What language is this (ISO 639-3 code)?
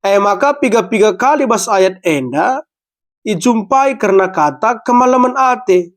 btx